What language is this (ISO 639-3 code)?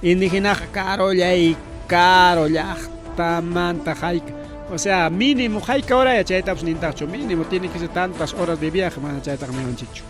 quy